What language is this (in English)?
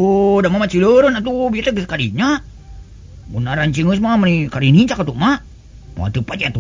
Sundanese